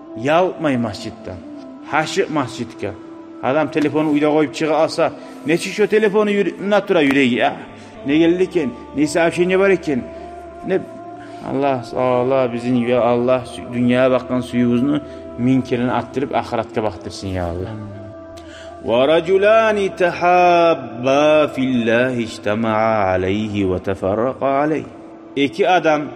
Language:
Kumyk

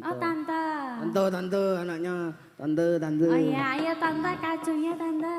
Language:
Javanese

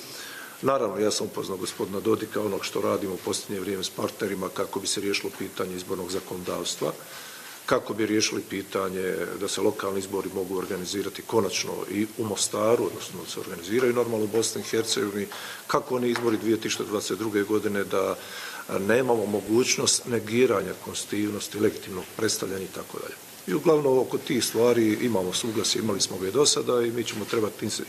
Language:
Bosnian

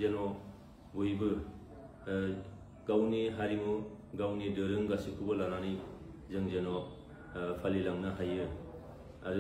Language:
Bodo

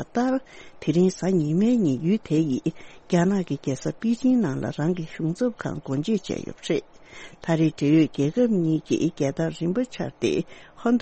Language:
Tibetan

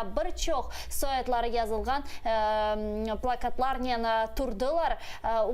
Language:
Crimean Tatar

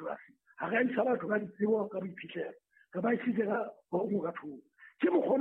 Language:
Southern Sotho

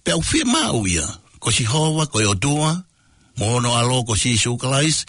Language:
Tongan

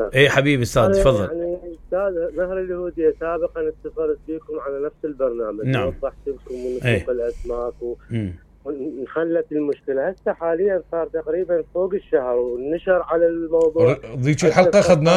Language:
Mesopotamian Arabic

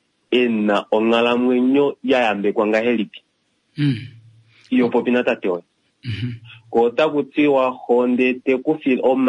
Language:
Kuanyama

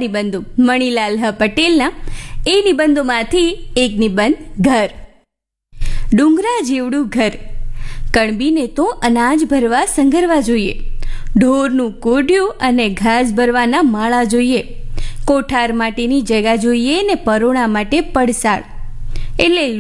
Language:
Gujarati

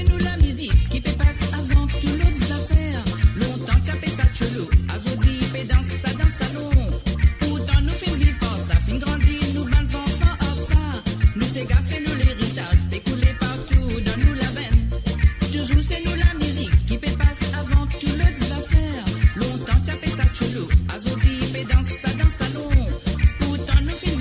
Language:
Morisyen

